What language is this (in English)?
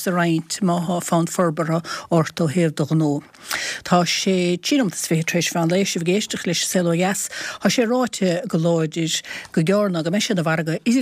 Irish